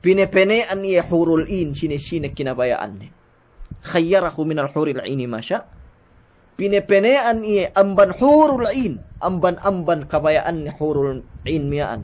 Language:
Yakan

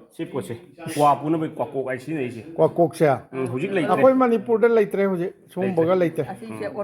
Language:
Manipuri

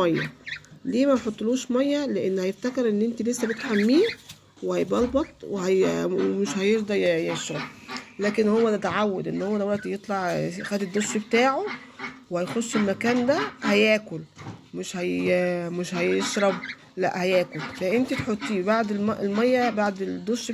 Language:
Egyptian Arabic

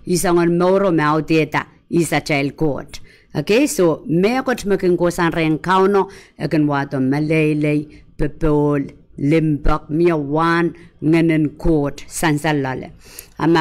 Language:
Pohnpeian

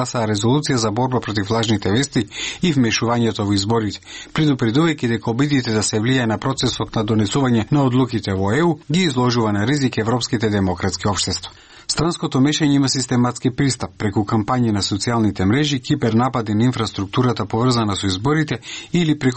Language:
Macedonian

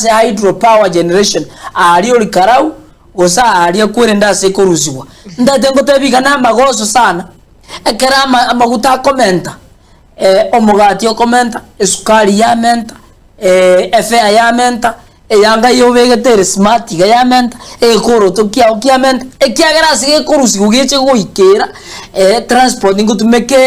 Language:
Gusii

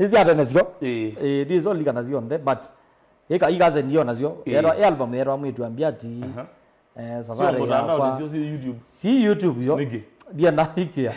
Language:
Kamba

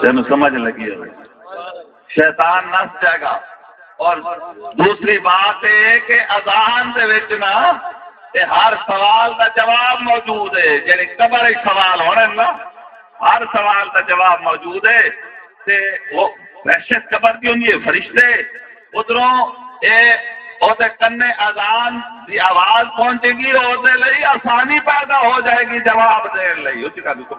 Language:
Saraiki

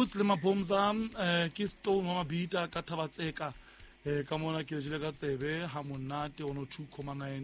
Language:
Southern Sotho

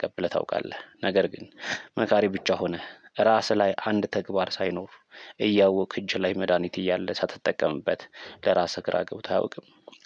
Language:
Amharic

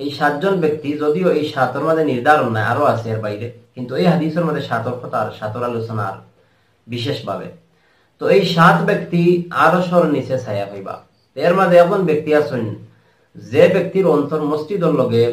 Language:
Sylheti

